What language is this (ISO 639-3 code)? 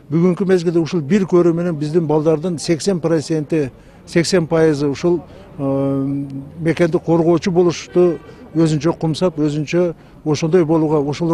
kir